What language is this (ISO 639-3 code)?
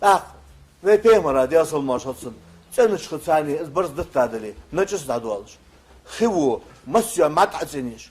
inh